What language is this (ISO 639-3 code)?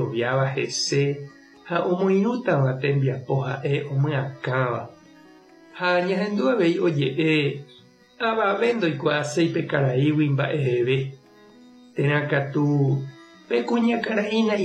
grn